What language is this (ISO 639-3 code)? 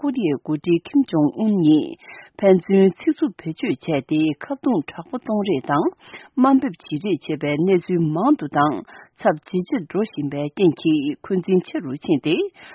bod